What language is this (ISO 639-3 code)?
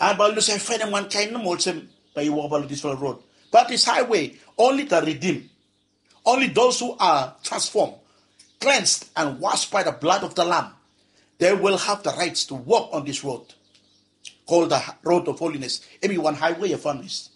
bis